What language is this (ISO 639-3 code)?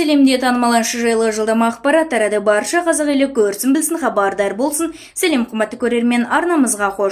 kaz